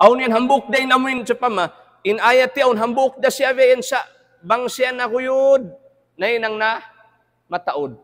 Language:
Tausug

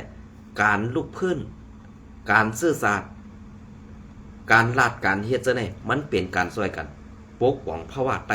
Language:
Shan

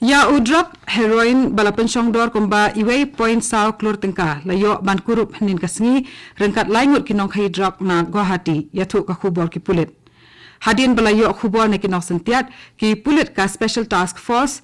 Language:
Khasi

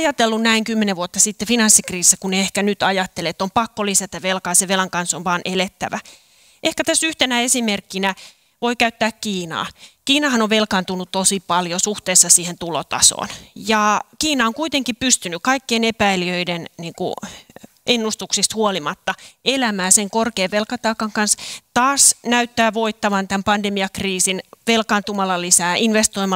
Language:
Finnish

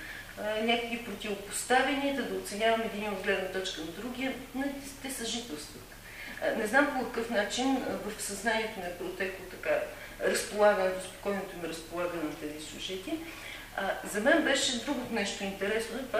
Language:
Bulgarian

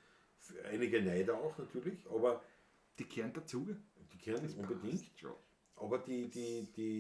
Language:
Bavarian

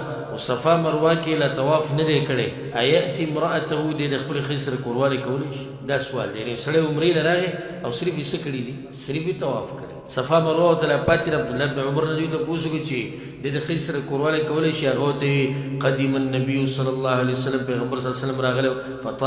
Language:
Pashto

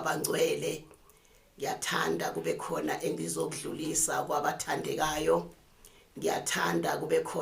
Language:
Zulu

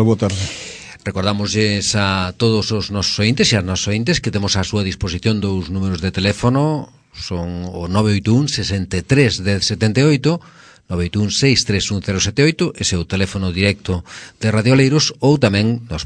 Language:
Galician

